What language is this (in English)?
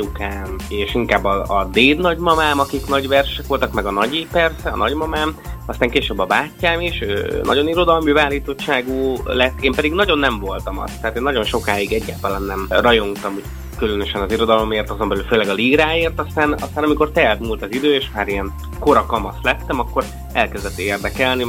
Hungarian